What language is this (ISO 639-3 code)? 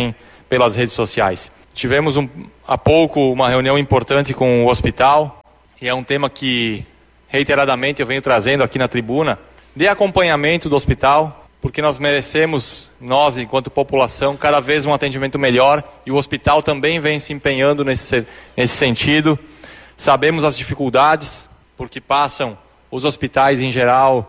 por